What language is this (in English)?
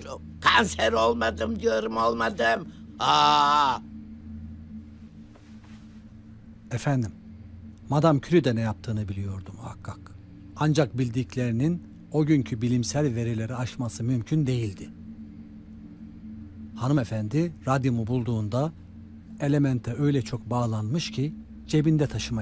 Turkish